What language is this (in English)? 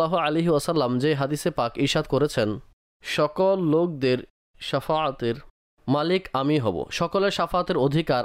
Bangla